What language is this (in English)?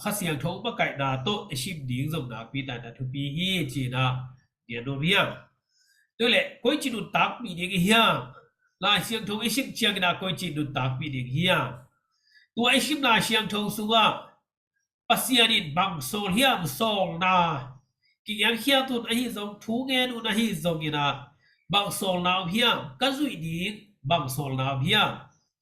Tedim Chin